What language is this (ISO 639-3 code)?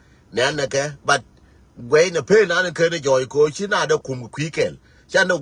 nus